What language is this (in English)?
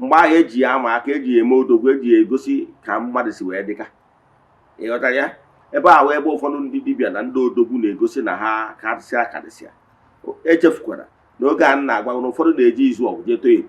Igbo